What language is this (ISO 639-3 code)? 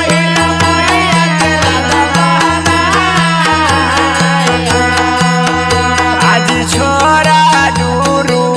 bho